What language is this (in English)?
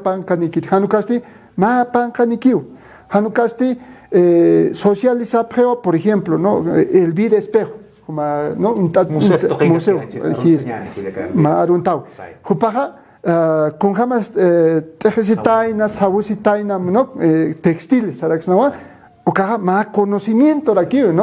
Aymara